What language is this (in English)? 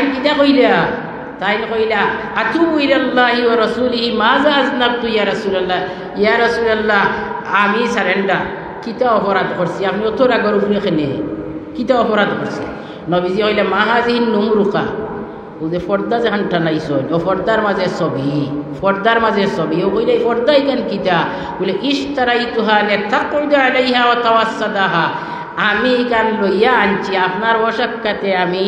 Sylheti